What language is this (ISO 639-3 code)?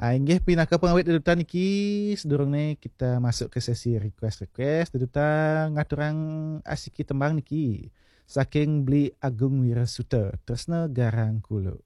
ban